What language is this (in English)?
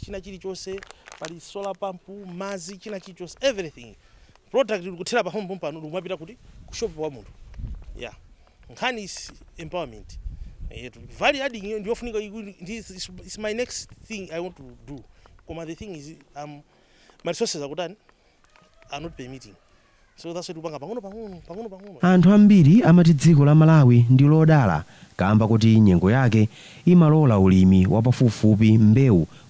Nyanja